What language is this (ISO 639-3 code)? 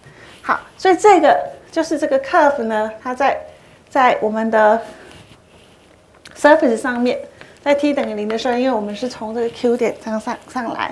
zho